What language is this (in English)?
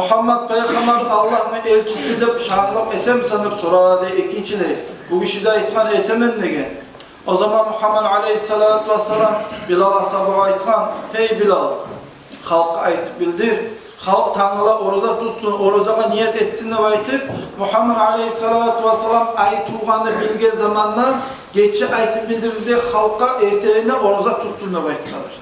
Kumyk